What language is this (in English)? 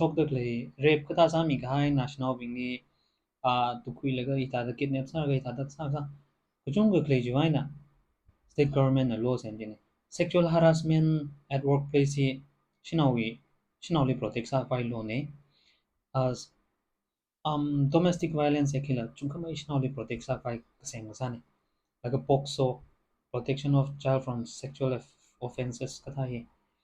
Tangkhul Naga (India)